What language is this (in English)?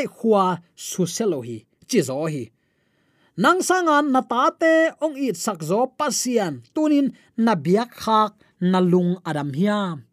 Tedim Chin